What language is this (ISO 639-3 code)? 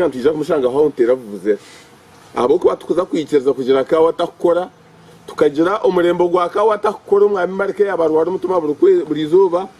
nyn